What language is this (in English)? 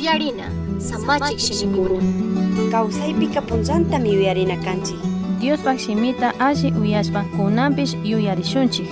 Chimborazo Highland Quichua